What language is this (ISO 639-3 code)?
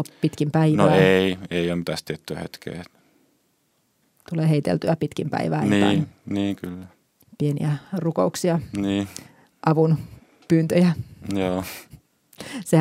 fin